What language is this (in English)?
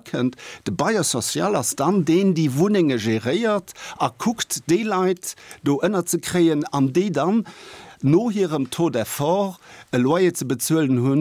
Luxembourgish